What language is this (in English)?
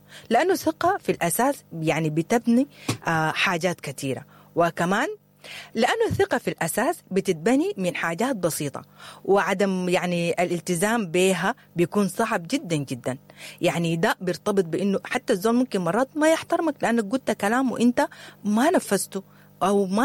Sudanese Arabic